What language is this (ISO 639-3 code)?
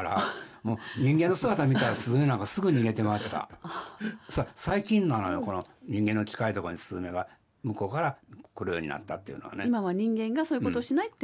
jpn